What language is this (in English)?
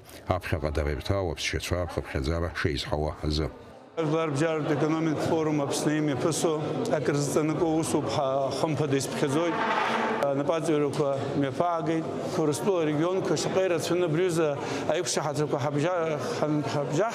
Abkhazian